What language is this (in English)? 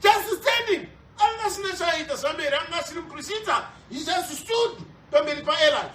Shona